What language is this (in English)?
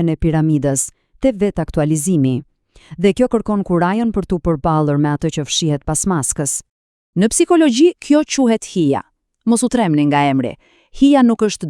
Albanian